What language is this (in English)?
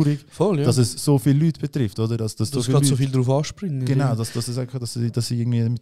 Swiss German